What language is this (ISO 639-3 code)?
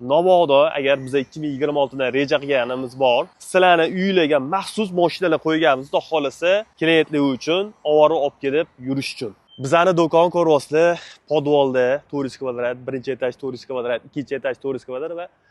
uzb